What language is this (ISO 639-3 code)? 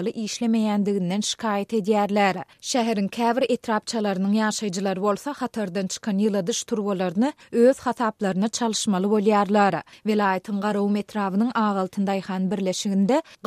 tuk